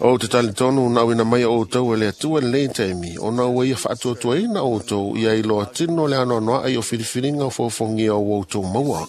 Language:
Samoan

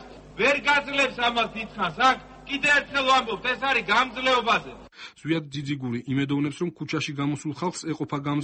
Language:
Georgian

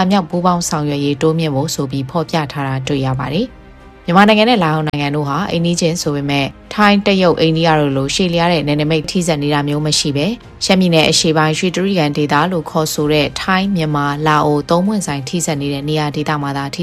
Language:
Burmese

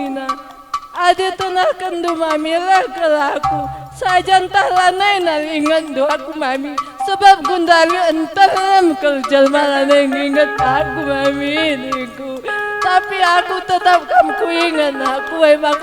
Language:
Batak Karo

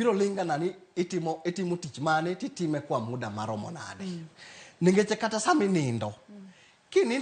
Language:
Luo (Kenya and Tanzania)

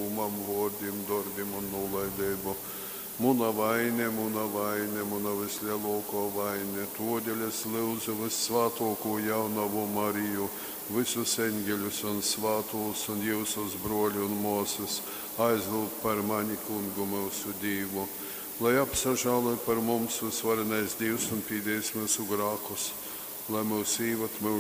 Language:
Latgalian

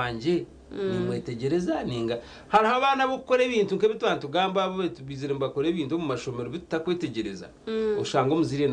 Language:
Nyankole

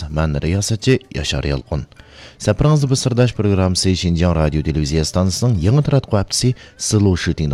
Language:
Uyghur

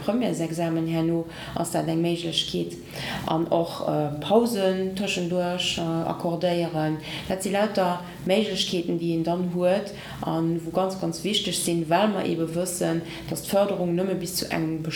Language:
Luxembourgish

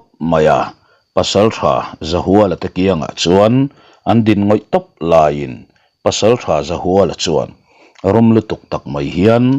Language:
Mizo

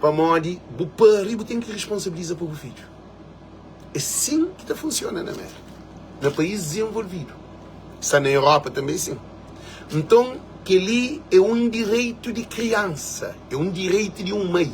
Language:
Kabuverdianu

